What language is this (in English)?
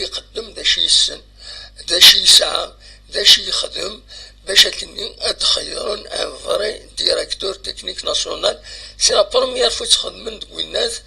Kabyle